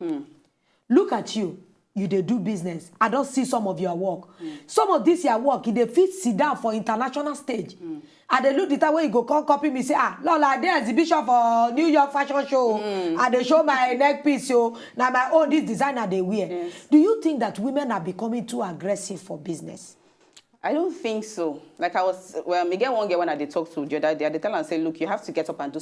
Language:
Nigerian Pidgin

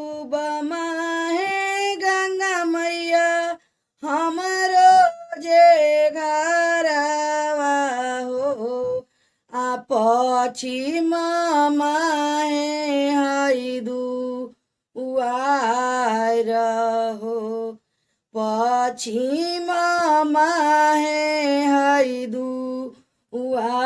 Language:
Bhojpuri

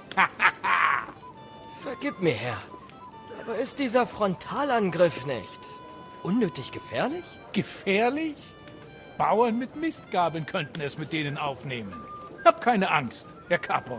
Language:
Bavarian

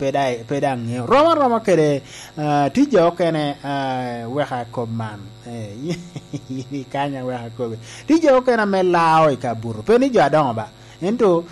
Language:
Lango (Uganda)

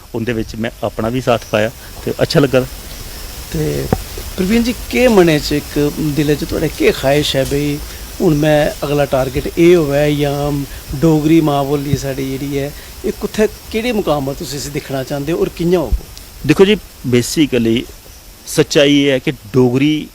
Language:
Dogri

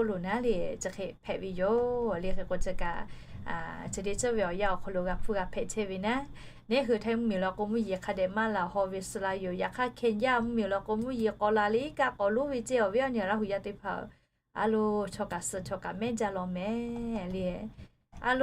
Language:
Lahu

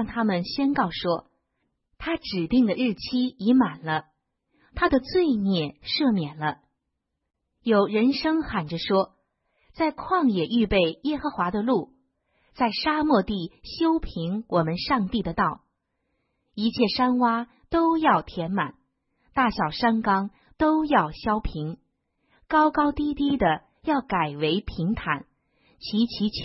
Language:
Chinese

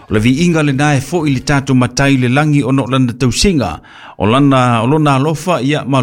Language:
Samoan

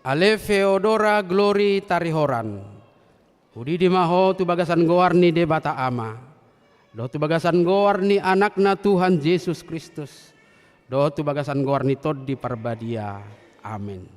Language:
Batak Toba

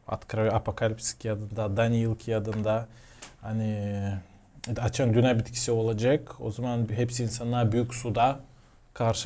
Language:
Gagauz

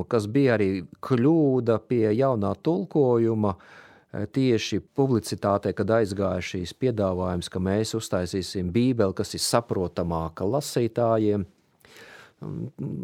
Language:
Latvian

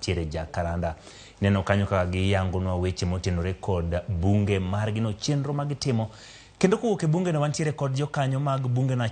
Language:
Luo (Kenya and Tanzania)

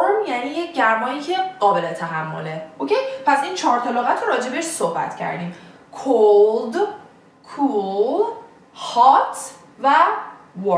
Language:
Persian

